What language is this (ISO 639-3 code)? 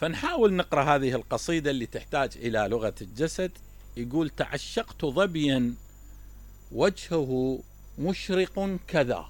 acm